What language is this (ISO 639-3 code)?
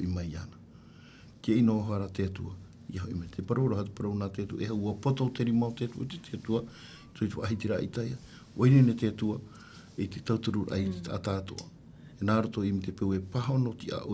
tah